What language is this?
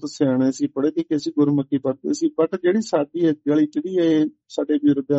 Punjabi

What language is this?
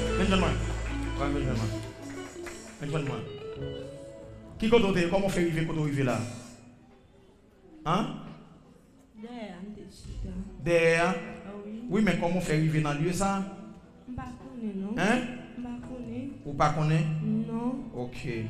French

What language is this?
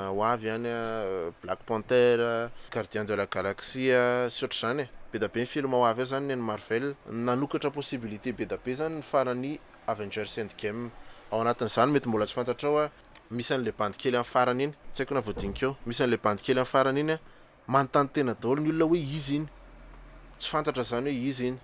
Malagasy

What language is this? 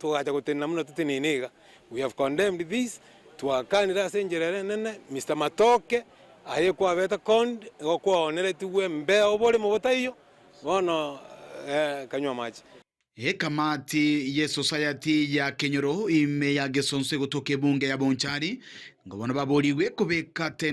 Gusii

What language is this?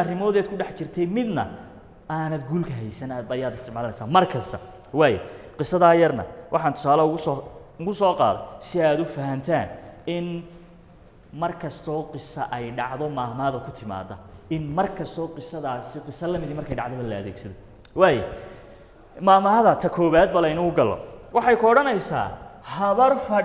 Somali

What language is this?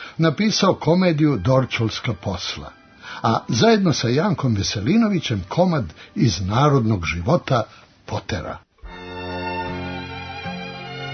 Serbian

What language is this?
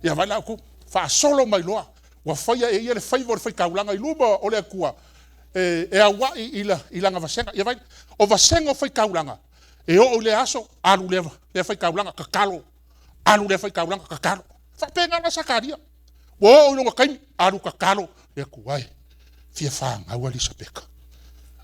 Samoan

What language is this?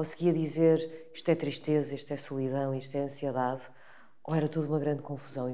Portuguese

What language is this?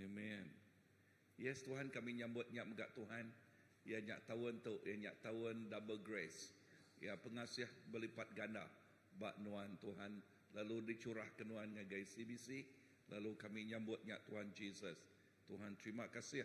Iban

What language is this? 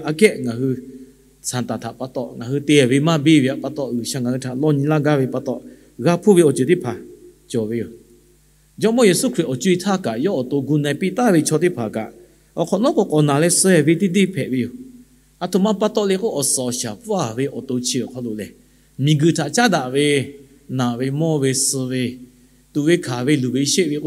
Lahu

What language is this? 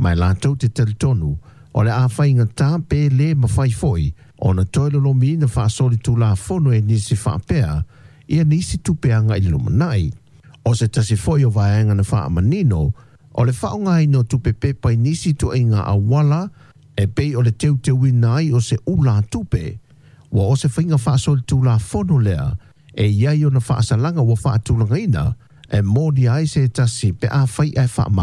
Samoan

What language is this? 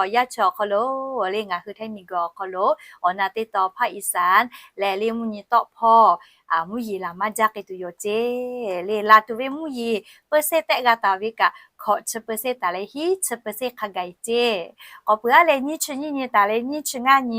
Lahu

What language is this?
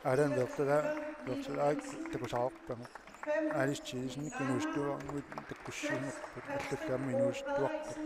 Kalaallisut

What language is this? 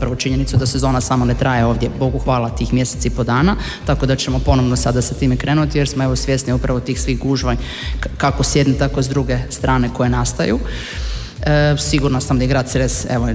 Croatian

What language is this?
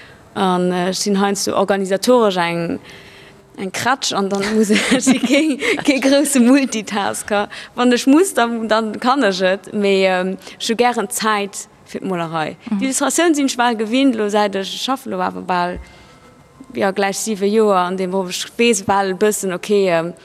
Luxembourgish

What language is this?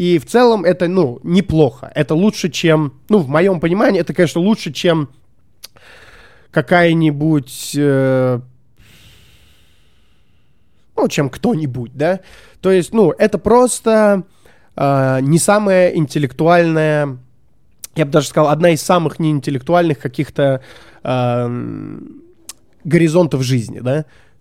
Russian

